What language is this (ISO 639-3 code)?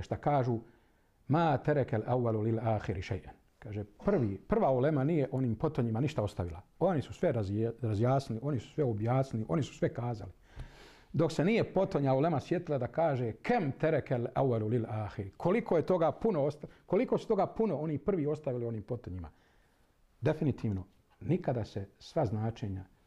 bos